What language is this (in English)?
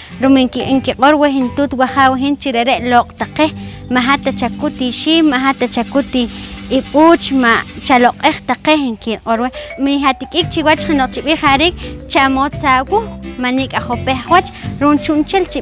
Poqomchi'